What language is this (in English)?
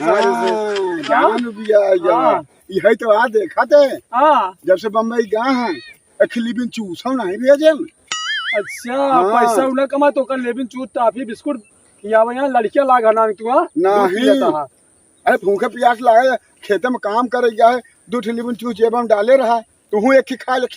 Awadhi